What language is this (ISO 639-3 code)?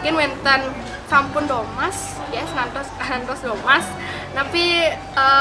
ban